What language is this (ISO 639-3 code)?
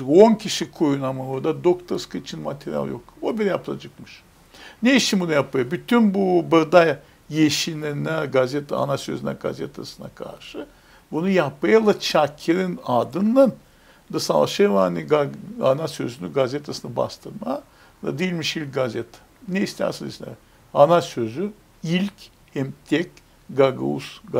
gag